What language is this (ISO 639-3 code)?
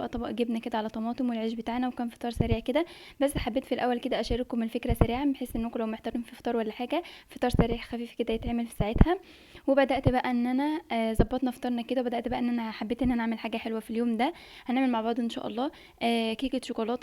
arz